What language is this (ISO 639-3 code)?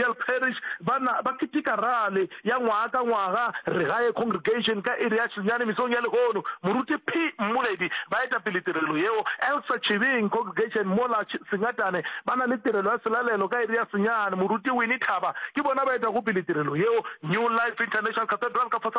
nso